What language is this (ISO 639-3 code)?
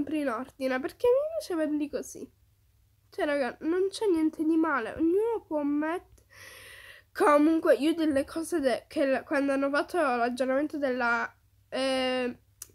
ita